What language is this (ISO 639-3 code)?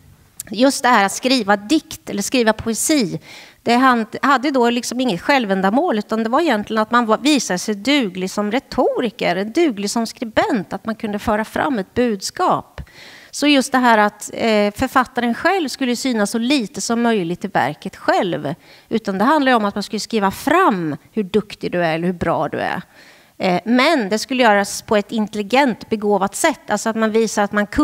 swe